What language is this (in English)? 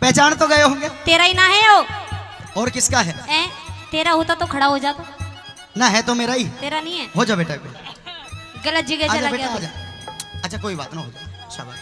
Haryanvi